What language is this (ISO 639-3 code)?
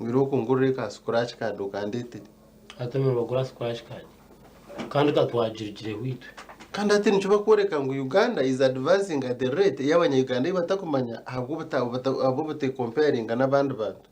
nyn